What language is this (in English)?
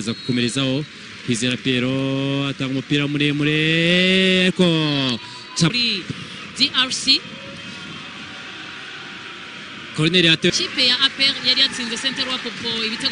Kinyarwanda